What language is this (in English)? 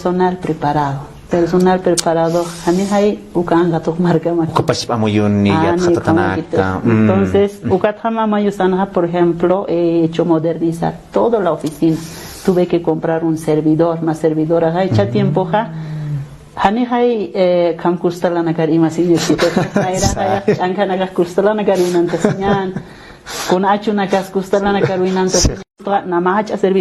Aymara